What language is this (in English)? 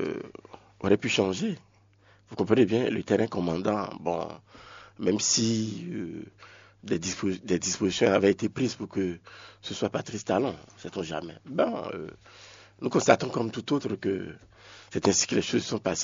French